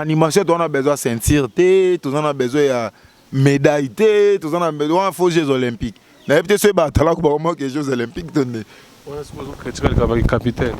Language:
Lingala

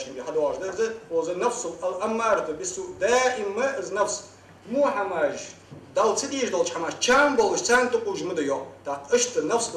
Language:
Ingush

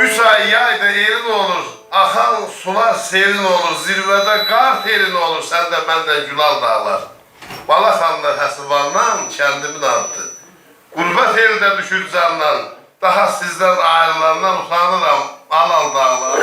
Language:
South Azerbaijani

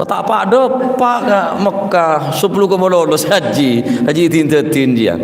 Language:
Madurese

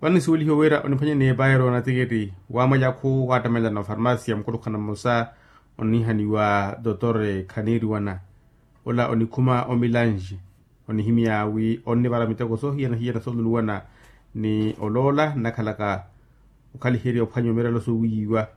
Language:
Makhuwa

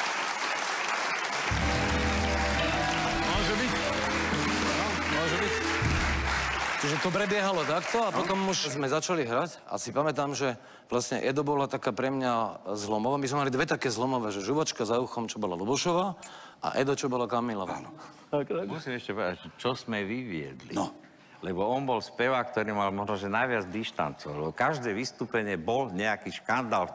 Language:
Slovak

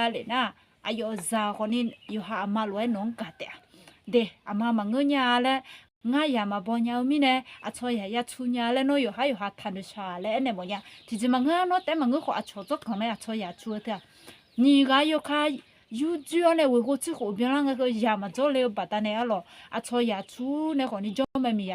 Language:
Akha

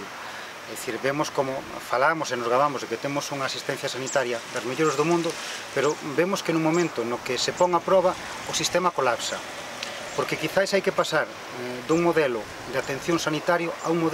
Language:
Galician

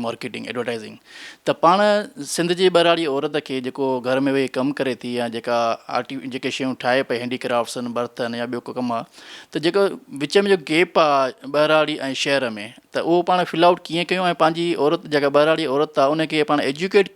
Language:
Sindhi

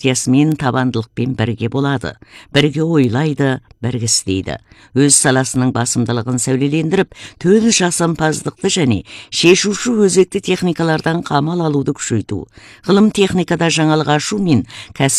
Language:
Kazakh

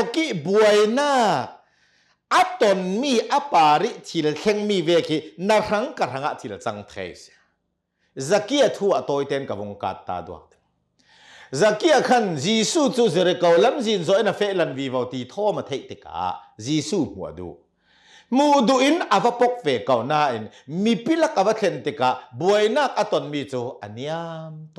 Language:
Hakha Chin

